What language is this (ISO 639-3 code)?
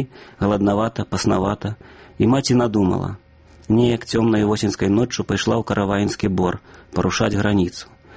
bel